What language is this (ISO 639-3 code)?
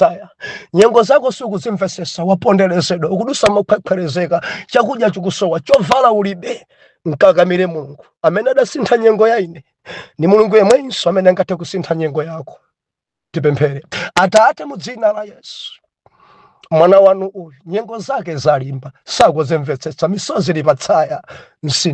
nya